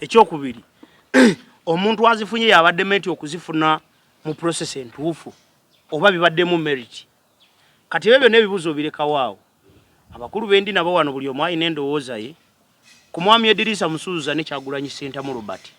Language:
Ganda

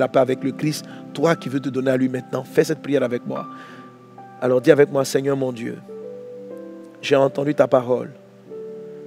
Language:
French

